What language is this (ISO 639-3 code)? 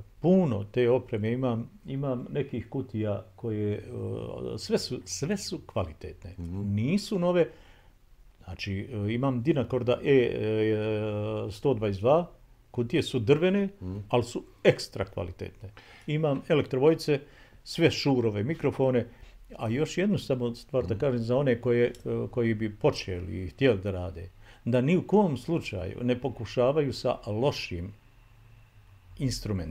bos